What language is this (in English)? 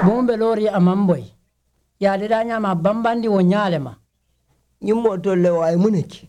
Mandingo